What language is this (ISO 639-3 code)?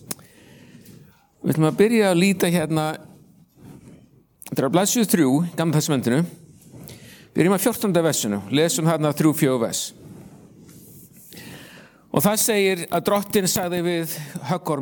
isl